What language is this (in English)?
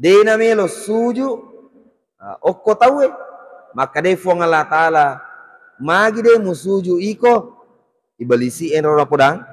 Buginese